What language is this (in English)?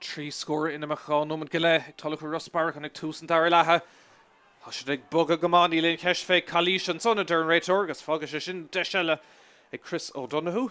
Irish